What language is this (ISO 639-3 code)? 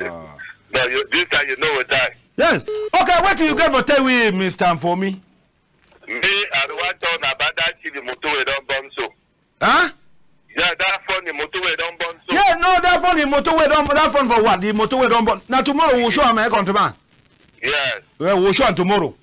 wes